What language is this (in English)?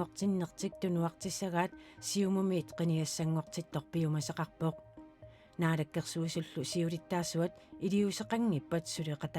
Kalaallisut